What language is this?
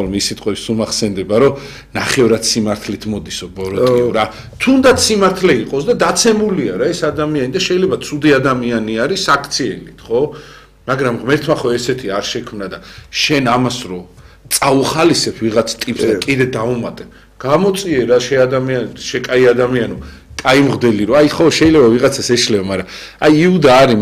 Georgian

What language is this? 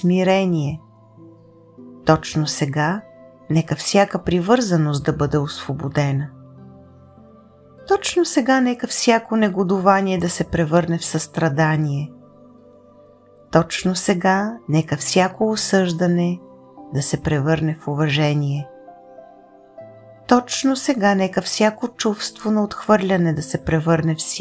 Bulgarian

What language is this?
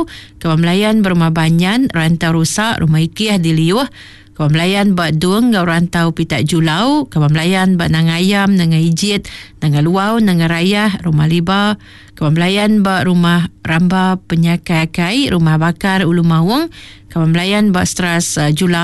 Iban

